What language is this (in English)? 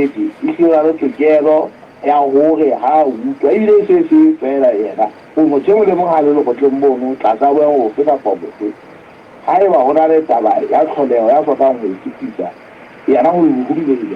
Southern Sotho